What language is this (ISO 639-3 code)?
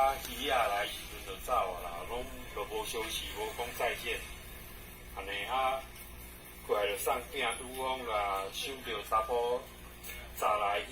nan